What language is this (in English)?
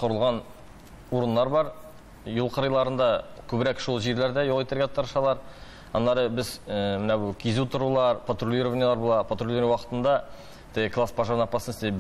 Tatar